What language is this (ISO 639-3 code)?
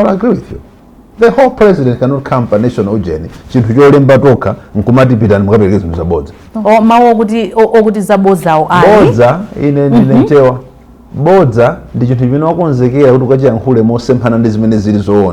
nya